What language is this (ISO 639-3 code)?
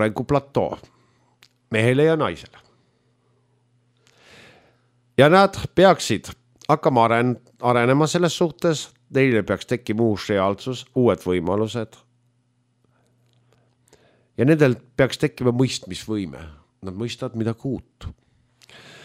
est